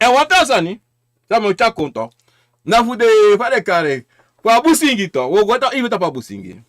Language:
Sranan Tongo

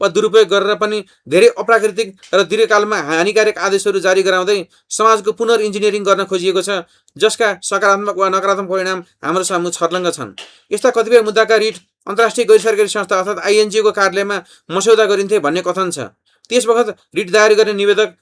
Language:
Nepali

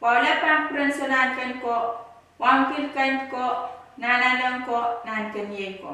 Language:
Pohnpeian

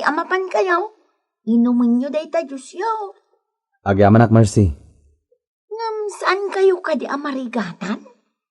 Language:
Iloko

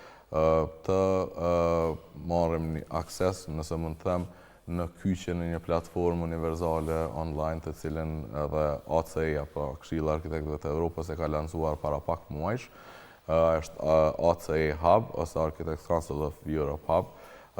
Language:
Albanian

